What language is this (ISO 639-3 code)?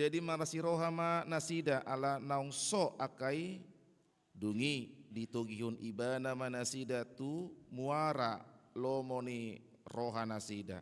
bbc